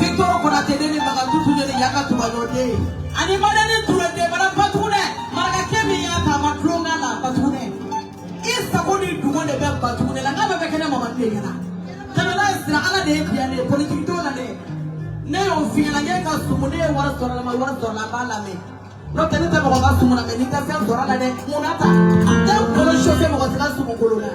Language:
Bambara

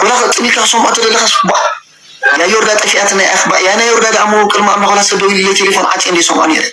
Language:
Tigrinya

